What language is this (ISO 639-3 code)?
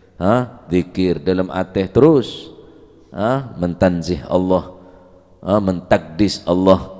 mad